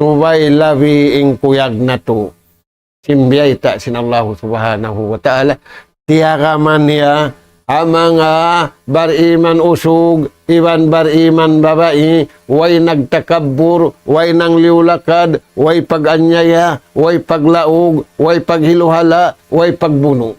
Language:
Tausug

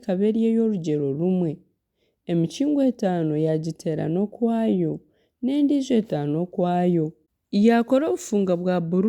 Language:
Nyankole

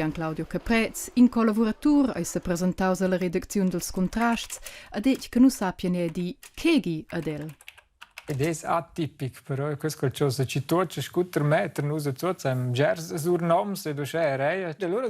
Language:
Romansh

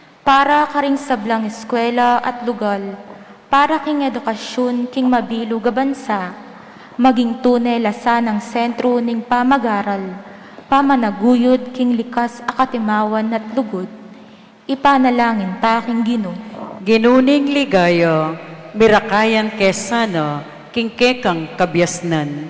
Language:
Pampanga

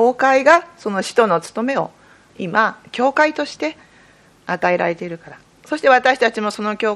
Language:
Japanese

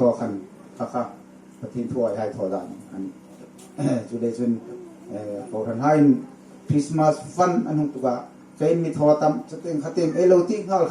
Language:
Hmar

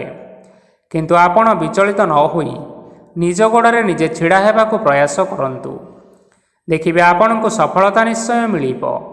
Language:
Odia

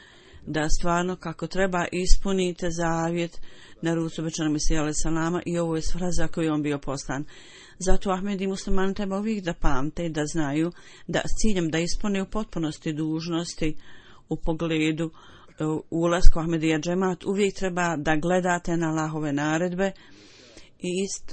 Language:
Bosnian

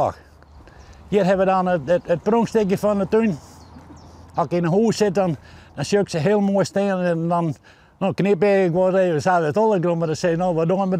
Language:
Western Frisian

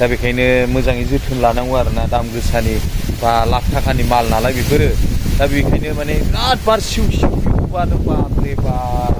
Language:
Bodo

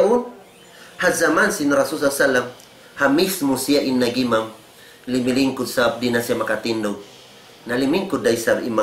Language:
Tausug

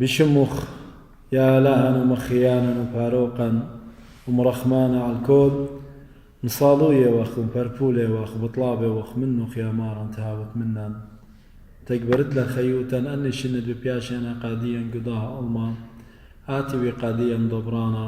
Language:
Assyrian Neo-Aramaic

